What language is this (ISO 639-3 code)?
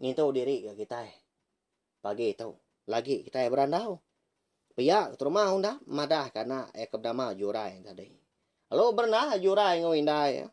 iba